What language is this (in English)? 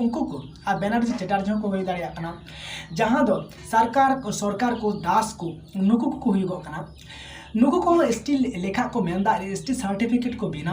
Santali